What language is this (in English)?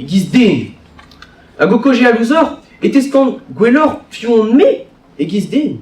Breton